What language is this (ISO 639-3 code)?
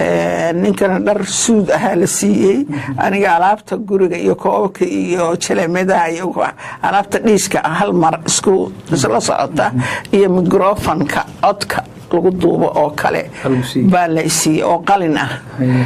som